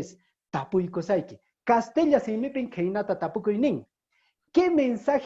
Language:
Quechua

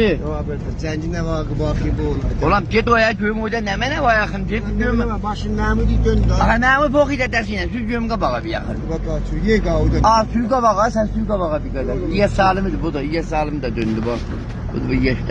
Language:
South Azerbaijani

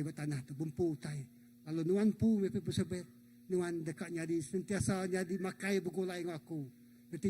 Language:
Iban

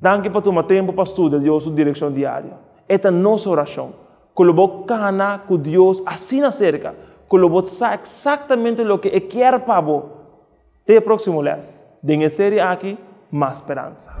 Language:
Papiamento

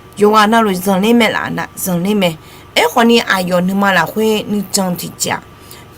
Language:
Akha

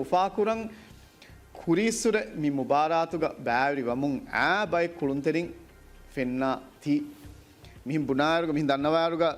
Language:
Divehi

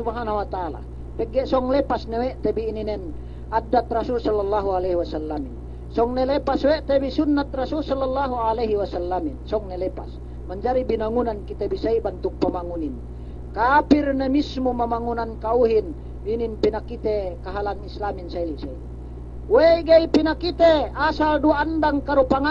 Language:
Yakan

